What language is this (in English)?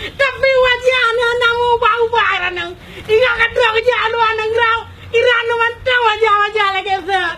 Achinese